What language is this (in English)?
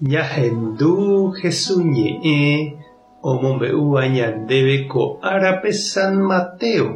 Guarani